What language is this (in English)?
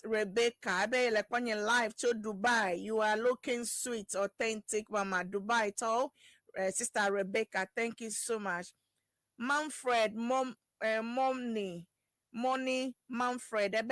Ewe